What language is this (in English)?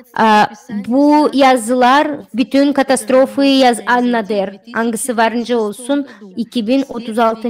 Gagauz